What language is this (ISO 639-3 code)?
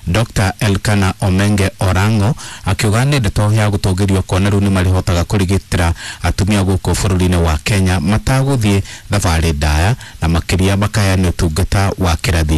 kik